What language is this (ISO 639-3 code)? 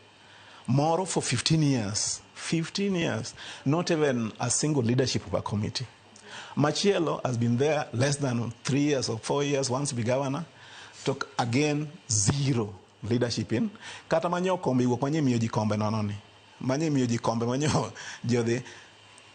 luo